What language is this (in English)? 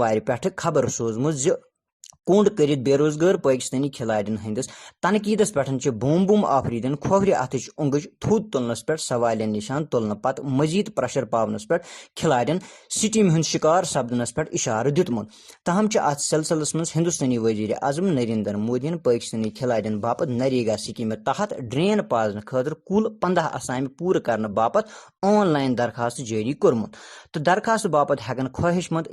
Kashmiri